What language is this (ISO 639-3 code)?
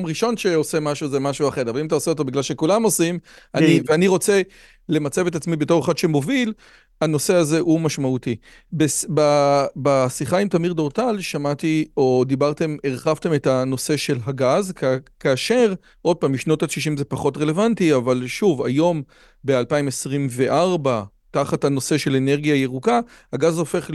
heb